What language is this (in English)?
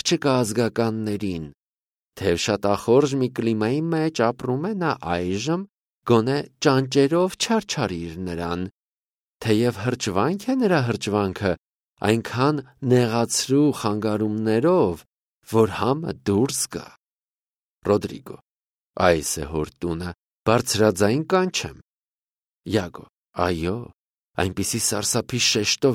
Armenian